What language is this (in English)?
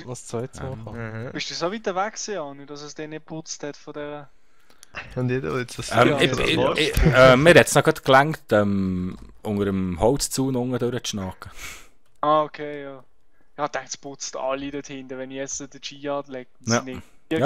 Swiss German